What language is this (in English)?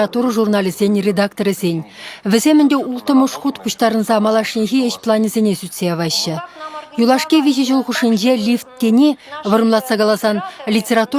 Chuvash